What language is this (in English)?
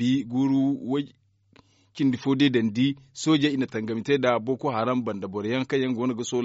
Zarma